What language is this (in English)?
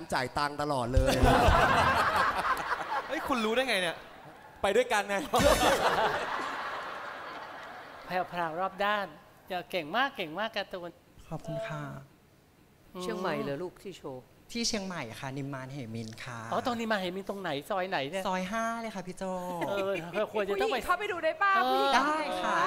Thai